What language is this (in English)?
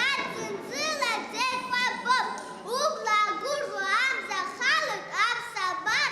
Abkhazian